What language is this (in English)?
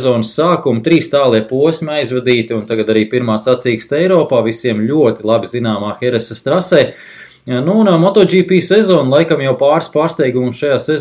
Latvian